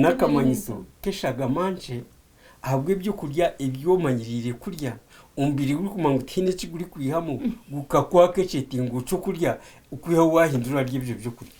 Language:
Nyankole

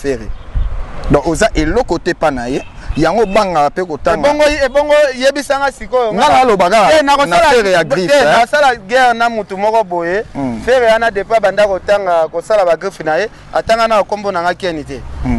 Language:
Lingala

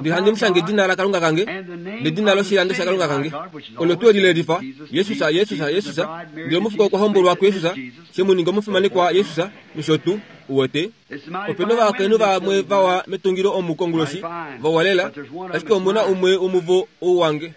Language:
Kuanyama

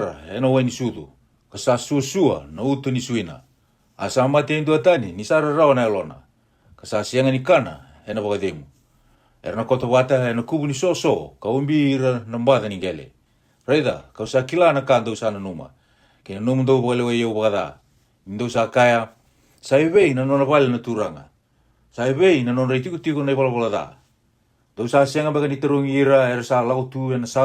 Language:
Fijian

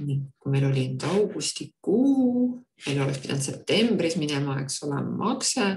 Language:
Estonian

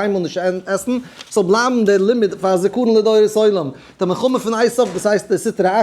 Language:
Yiddish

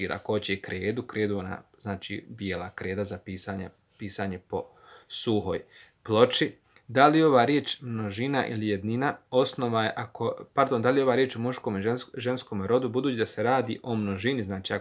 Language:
Bosnian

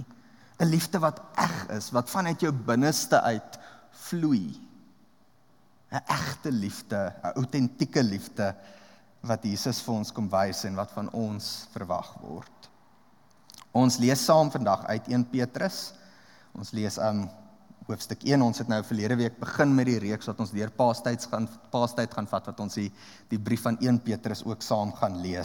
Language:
Afrikaans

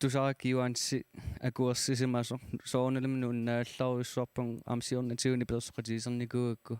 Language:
Kalaallisut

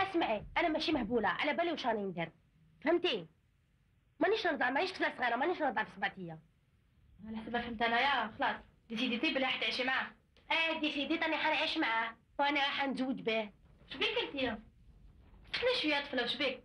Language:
Algerian Arabic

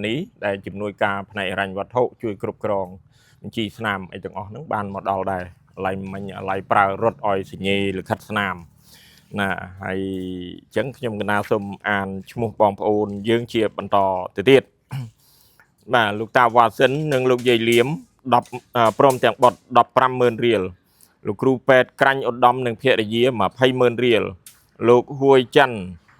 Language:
Khmer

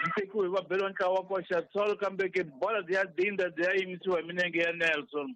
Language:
Tsonga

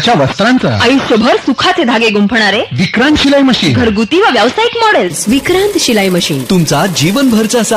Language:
Marathi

